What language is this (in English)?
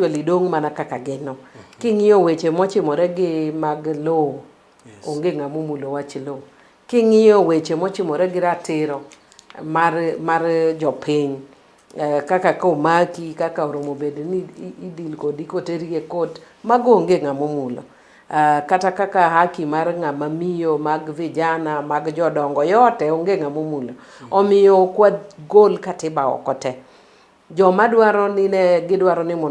Luo (Kenya and Tanzania)